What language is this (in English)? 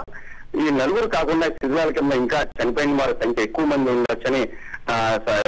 Telugu